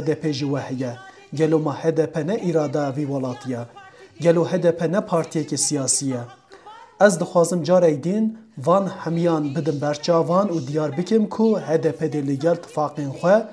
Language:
Kurdish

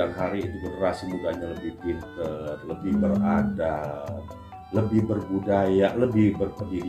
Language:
Betawi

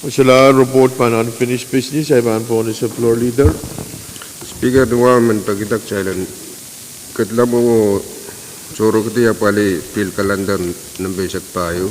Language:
Pohnpeian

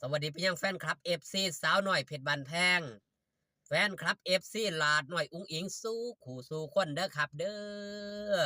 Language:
Northeastern Thai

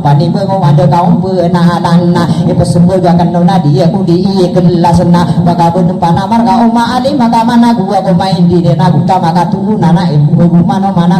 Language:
Maranao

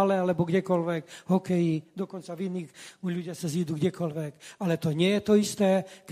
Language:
Slovak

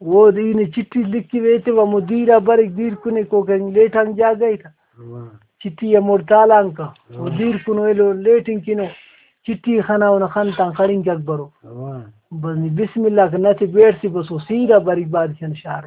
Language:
Brahui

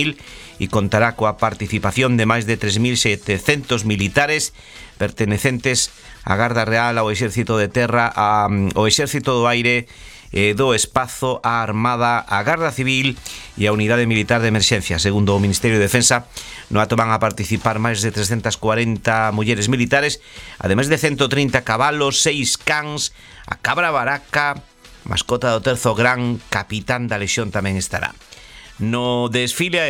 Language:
Galician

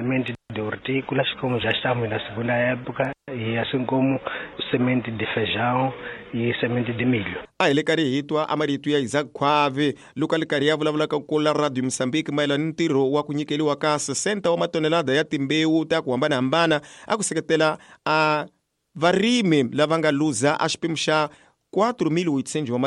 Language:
Tsonga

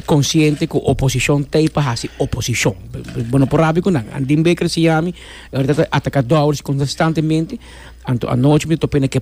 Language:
Papiamento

